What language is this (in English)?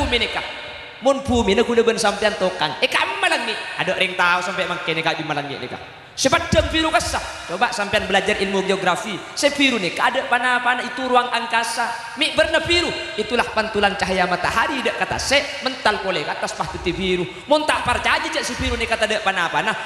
Madurese